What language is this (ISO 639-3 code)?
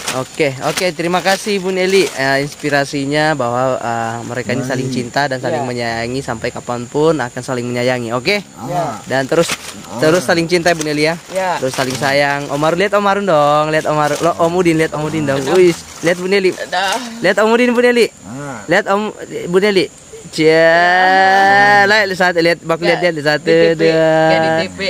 ind